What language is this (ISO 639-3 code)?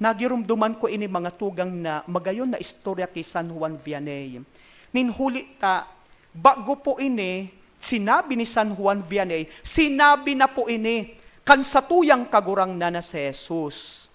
bik